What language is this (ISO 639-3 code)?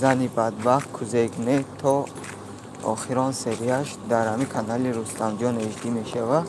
tgk